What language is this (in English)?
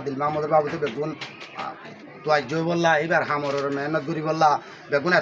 Rohingya